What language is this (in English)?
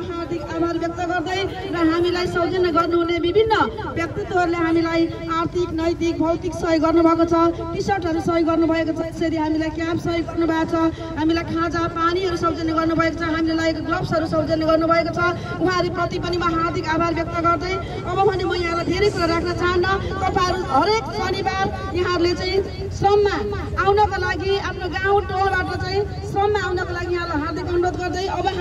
Nepali